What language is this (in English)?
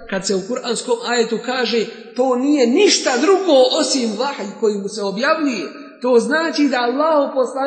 Bosnian